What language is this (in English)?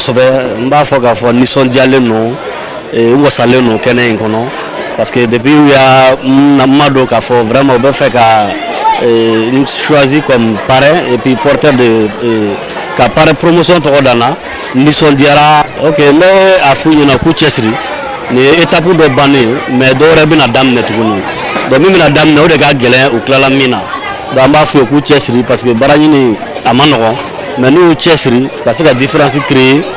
Bambara